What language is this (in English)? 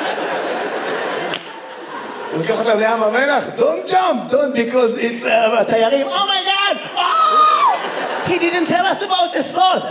Hebrew